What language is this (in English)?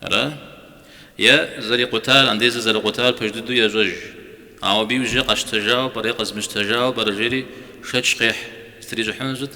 Kabardian